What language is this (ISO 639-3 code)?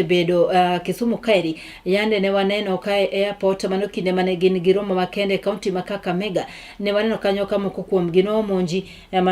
luo